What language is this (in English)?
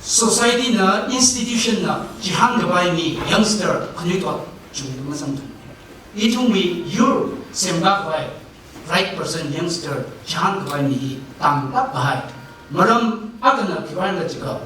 Tangkhul Naga (India)